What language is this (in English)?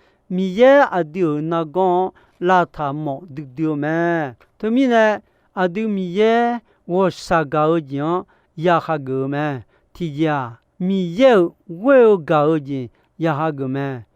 Akha